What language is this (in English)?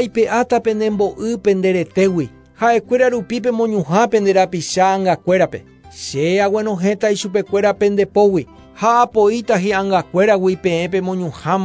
Guarani